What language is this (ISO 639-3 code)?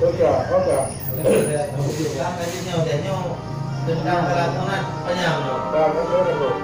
ace